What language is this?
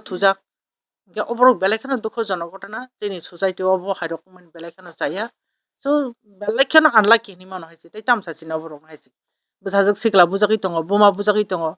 Kok Borok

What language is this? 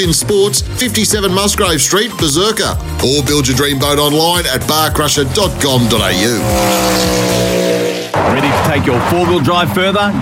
English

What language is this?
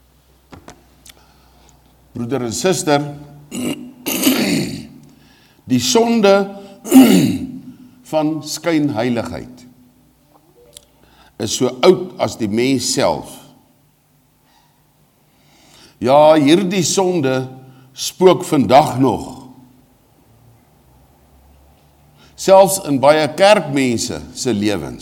Afrikaans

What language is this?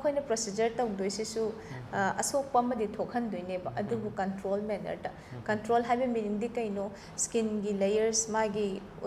Manipuri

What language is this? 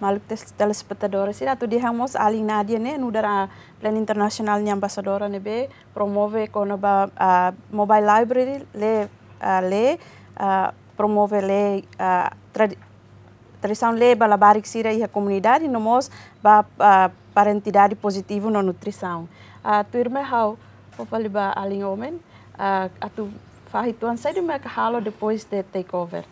Tetum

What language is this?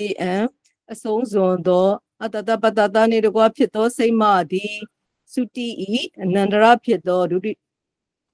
Burmese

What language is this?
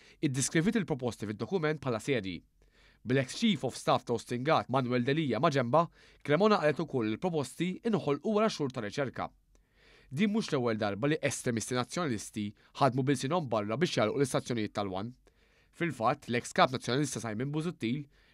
Maltese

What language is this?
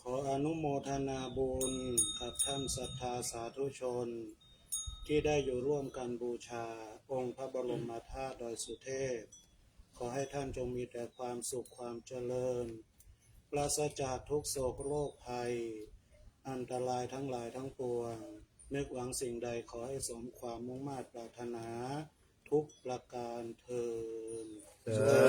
Pali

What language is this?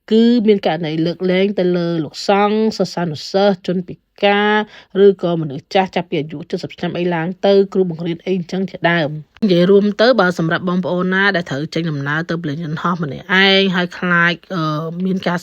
Khmer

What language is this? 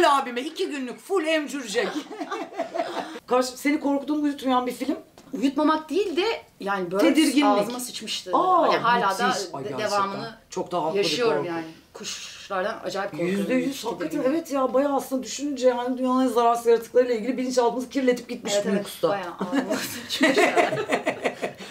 Turkish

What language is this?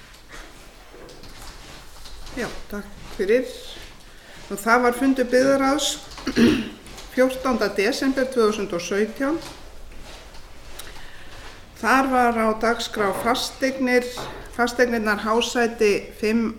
Icelandic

